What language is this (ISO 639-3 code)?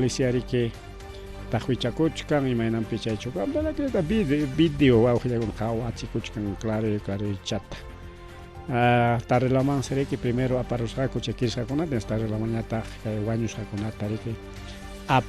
quy